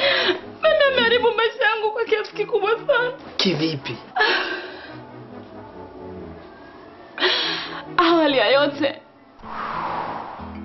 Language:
Swahili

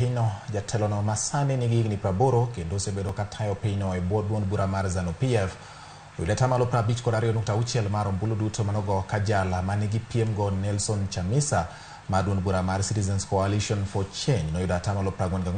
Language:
Luo (Kenya and Tanzania)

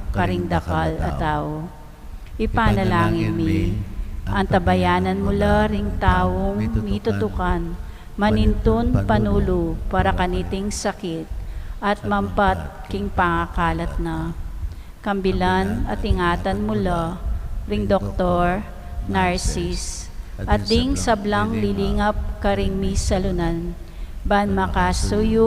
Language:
Pampanga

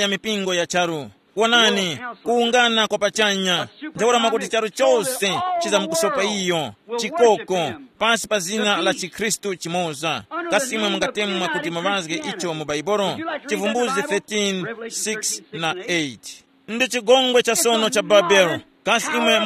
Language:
Tumbuka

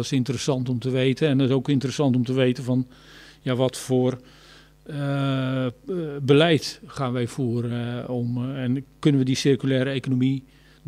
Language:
Dutch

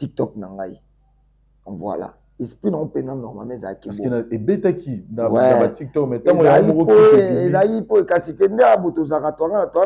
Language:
Lingala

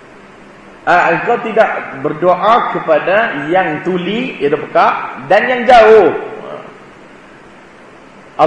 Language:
Malay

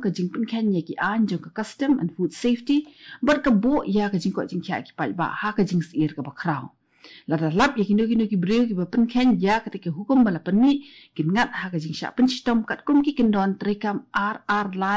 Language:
Khasi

